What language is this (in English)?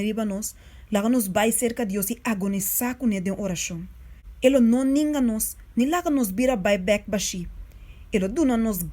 Papiamento